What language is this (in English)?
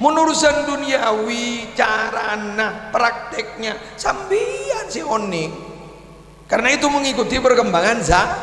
Madurese